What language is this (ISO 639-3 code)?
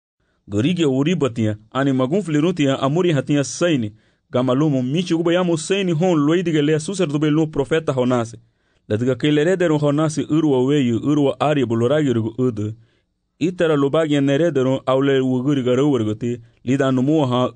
cab